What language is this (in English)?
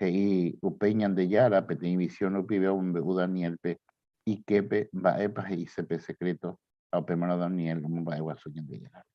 Guarani